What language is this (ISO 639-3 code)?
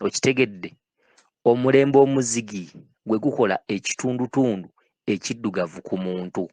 lug